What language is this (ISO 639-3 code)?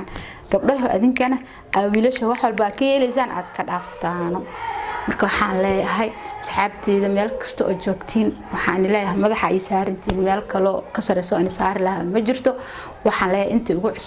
som